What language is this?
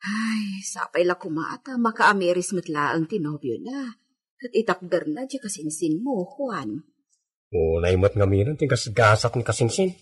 Iloko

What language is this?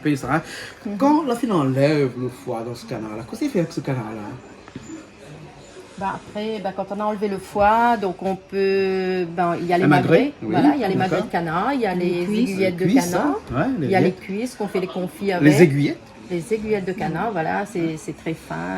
Réunion Creole French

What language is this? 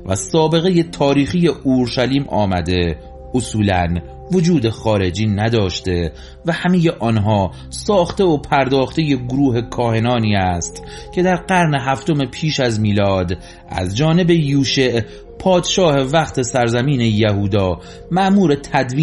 Persian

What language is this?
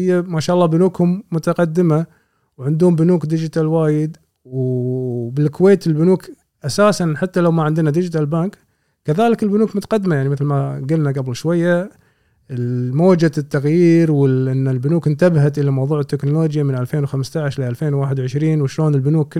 Gulf Arabic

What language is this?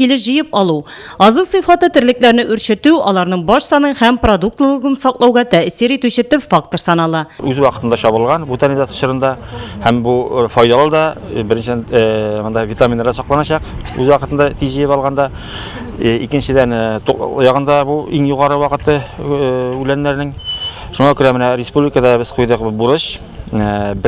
Tatar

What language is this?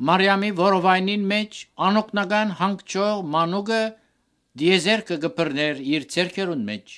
Armenian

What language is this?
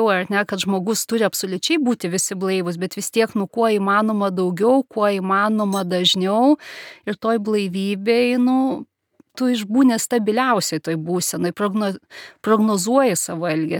Lithuanian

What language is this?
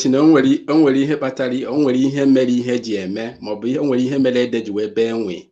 Igbo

